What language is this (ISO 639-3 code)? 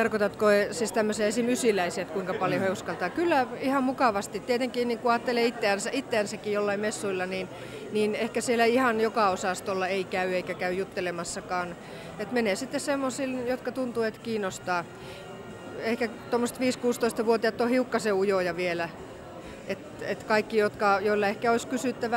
fin